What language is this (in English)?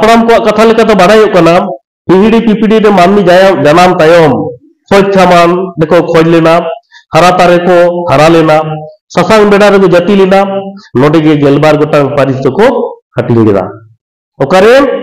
Santali